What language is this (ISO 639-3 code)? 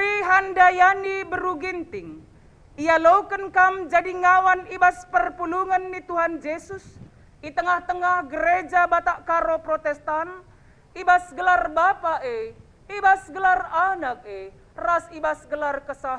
btx